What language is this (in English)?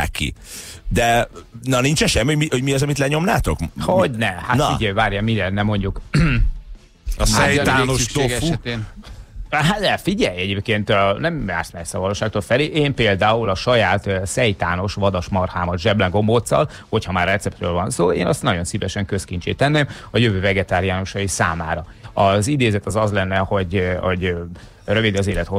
Hungarian